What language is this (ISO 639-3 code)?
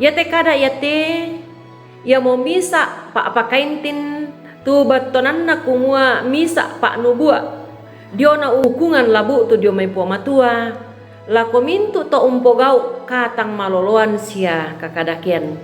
sda